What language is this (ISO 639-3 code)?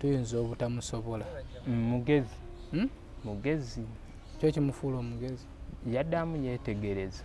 lug